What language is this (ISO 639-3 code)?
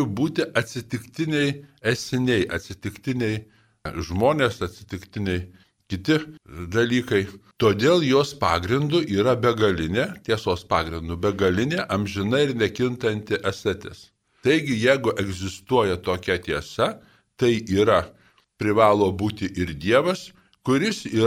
lit